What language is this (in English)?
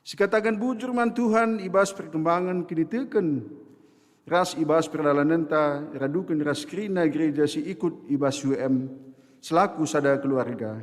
Batak Karo